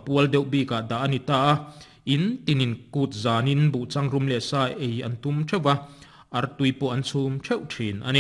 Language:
Mizo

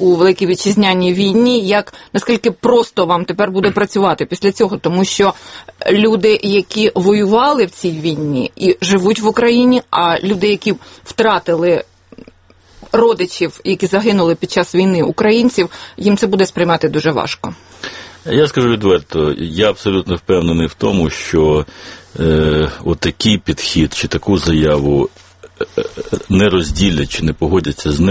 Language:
Ukrainian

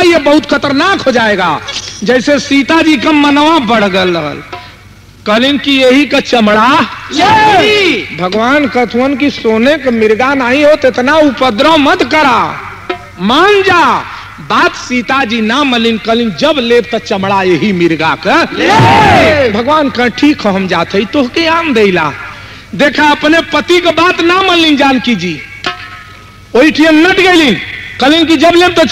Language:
Bhojpuri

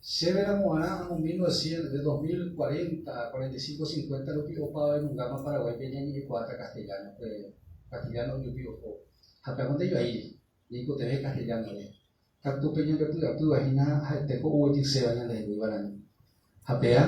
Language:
Guarani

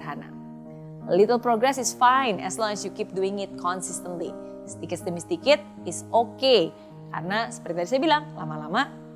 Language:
Indonesian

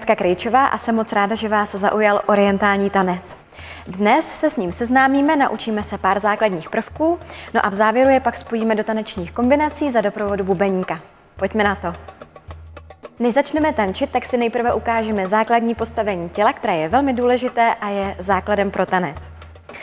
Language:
Czech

